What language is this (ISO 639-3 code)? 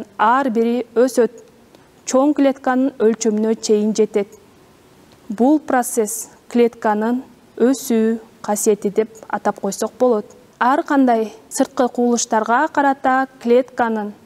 kir